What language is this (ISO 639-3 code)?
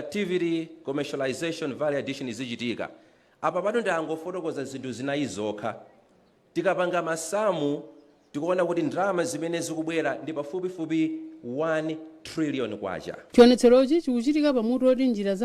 nya